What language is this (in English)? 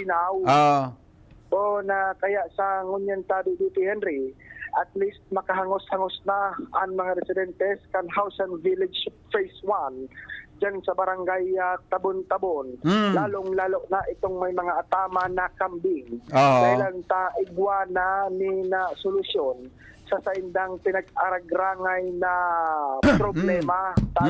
Bikol